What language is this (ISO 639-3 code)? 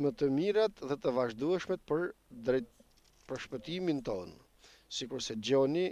sqi